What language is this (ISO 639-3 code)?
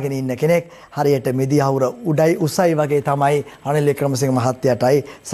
sin